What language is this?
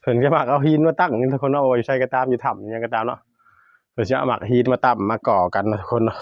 Northeastern Thai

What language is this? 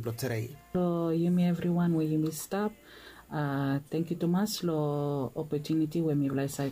Bislama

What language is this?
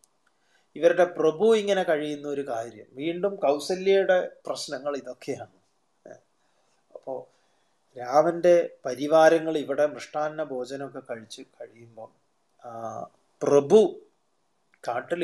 Malayalam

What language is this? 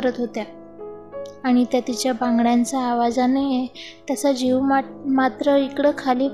Marathi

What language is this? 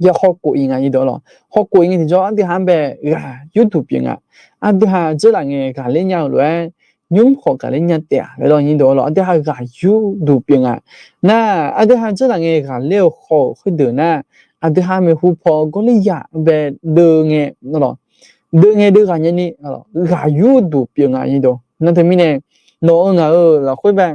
Akha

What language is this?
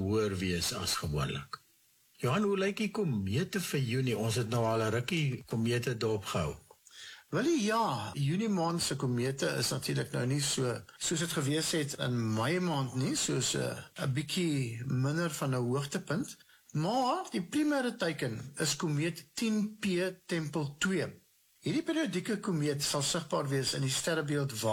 Afrikaans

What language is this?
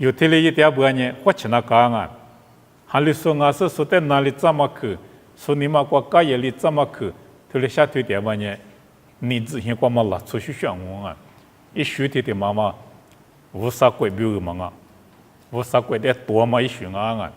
Lisu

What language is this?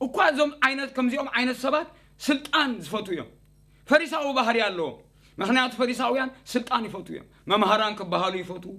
Tigrinya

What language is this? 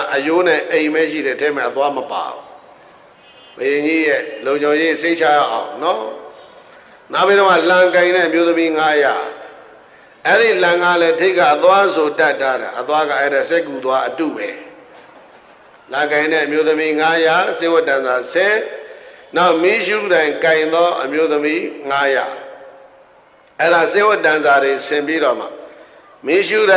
Burmese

